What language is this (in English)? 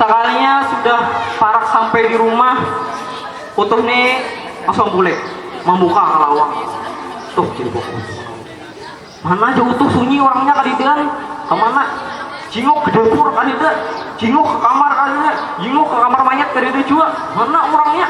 Banjar